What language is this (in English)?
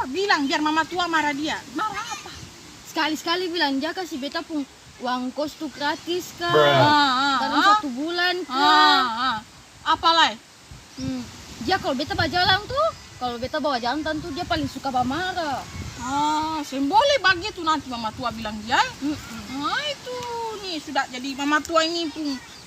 Ambonese Malay